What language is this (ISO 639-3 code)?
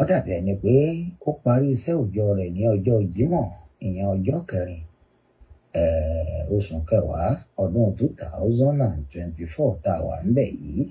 yor